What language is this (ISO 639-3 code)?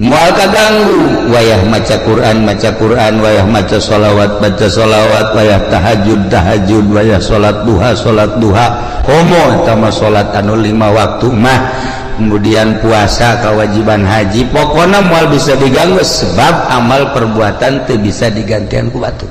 sun